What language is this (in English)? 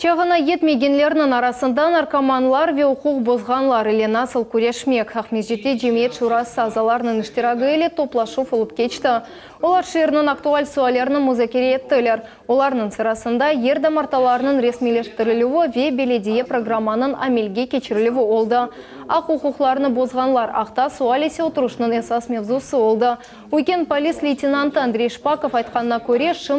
Crimean Tatar